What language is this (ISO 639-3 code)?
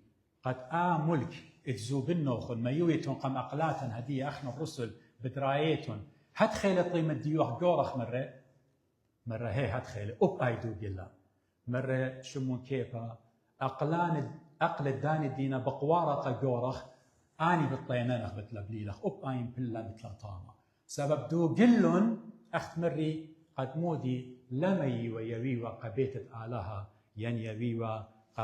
aii